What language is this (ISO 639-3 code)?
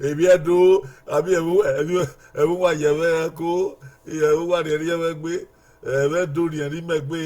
bin